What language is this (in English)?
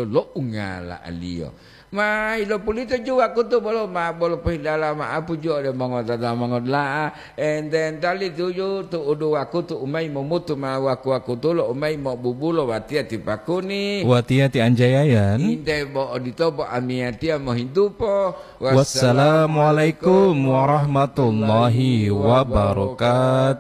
Gorontalo